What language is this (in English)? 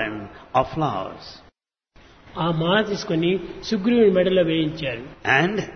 Telugu